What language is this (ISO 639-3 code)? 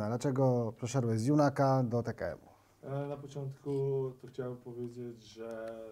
pol